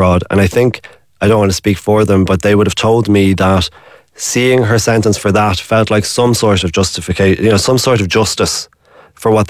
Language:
English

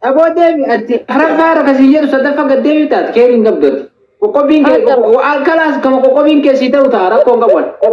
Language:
Oromo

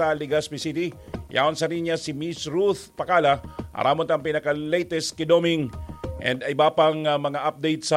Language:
Bikol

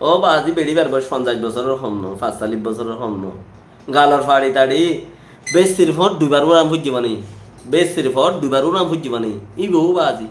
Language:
Rohingya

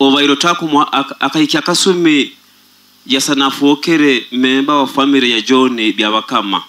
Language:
Nyoro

